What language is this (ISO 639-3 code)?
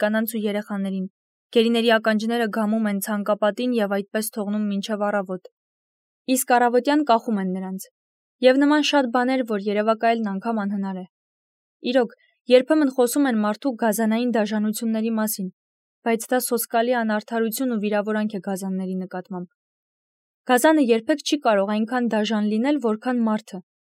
hye